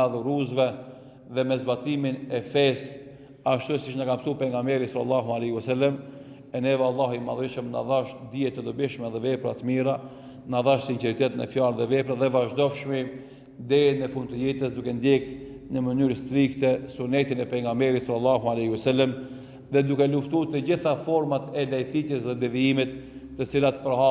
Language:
Albanian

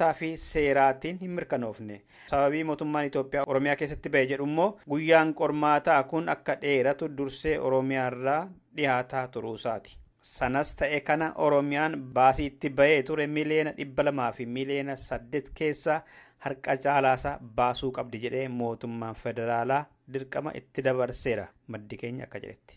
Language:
Oromo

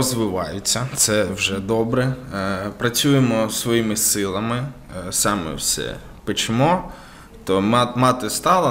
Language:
Ukrainian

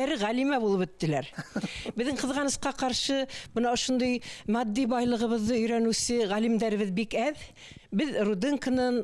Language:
Bashkir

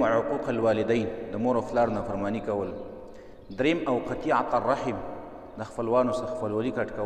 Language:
Pashto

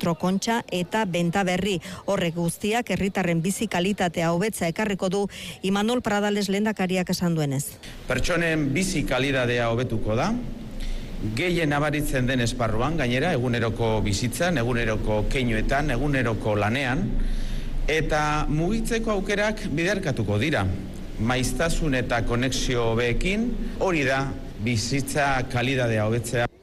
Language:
Basque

